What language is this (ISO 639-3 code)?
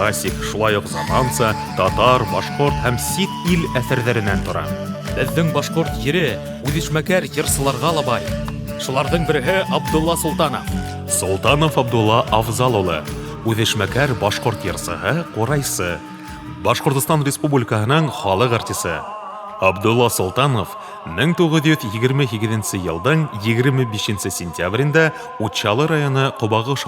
bak